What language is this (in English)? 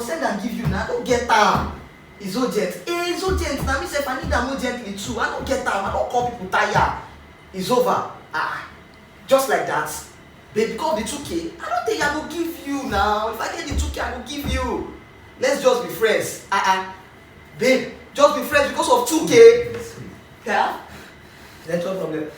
Nigerian Pidgin